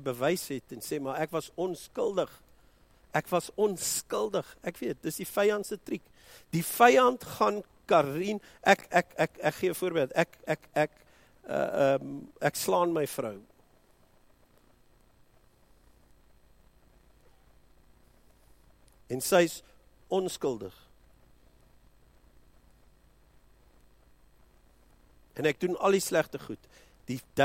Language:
Afrikaans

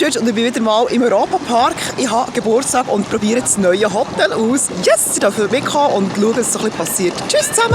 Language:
Swiss German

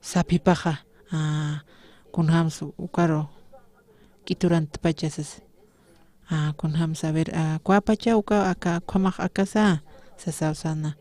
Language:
Aymara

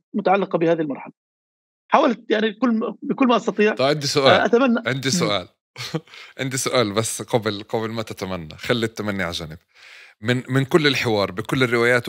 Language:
North Levantine Arabic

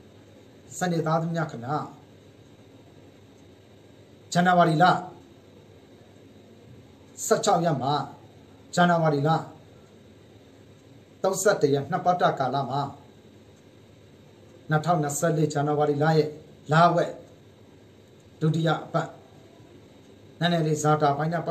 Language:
Burmese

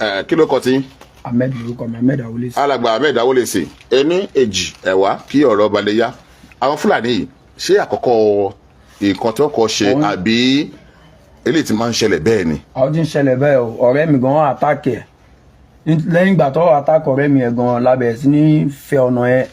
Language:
Yoruba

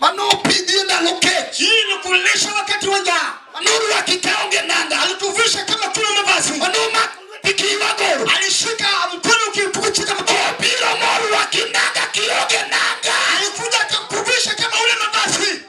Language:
Luo (Kenya and Tanzania)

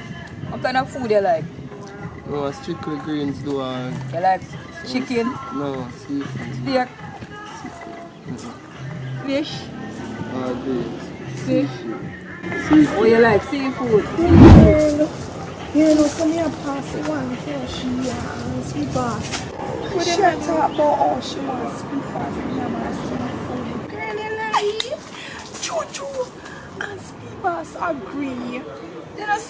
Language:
Jamaican Creole English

